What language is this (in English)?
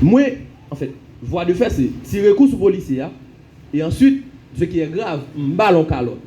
Haitian Creole